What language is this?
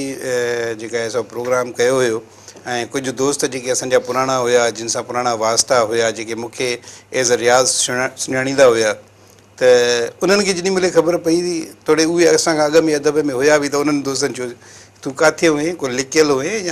Sindhi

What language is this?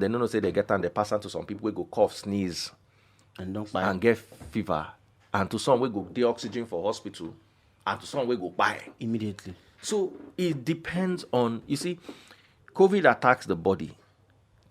Nigerian Pidgin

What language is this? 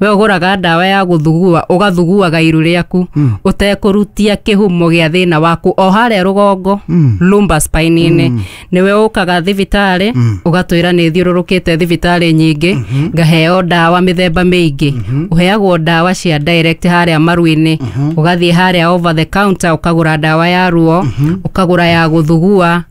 Kikuyu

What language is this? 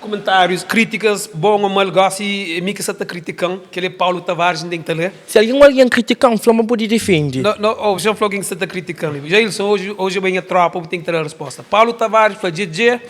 Kabuverdianu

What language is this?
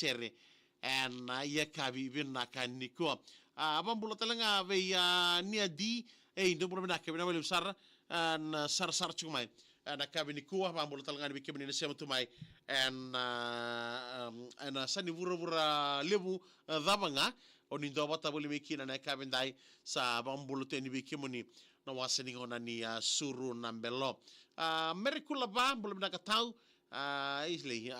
Fijian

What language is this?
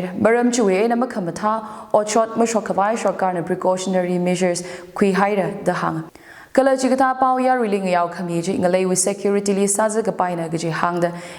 Tangkhul Naga (India)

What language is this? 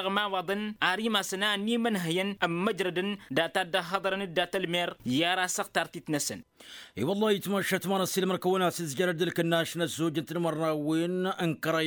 Tamasheq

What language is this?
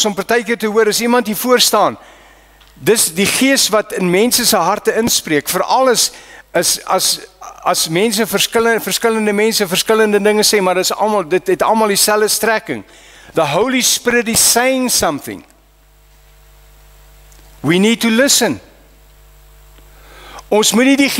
Afrikaans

